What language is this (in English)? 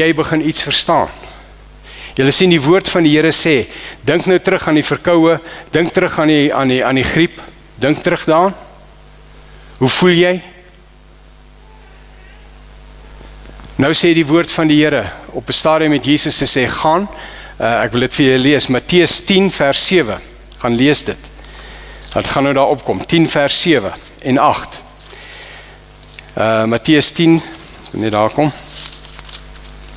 Afrikaans